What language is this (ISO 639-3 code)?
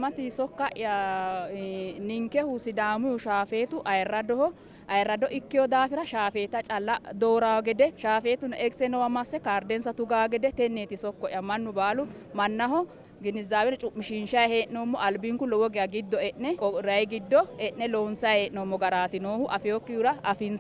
sid